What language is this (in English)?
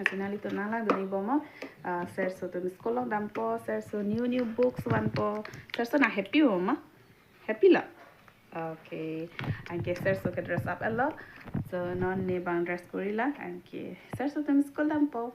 Karbi